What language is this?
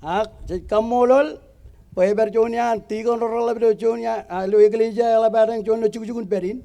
Marshallese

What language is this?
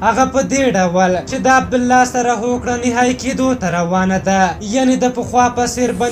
Pashto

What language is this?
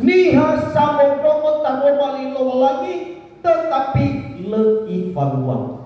Nias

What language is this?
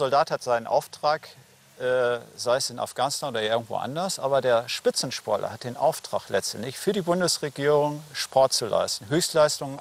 German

